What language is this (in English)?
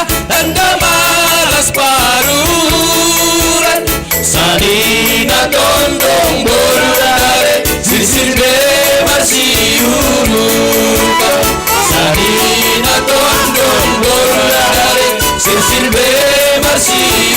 Batak Simalungun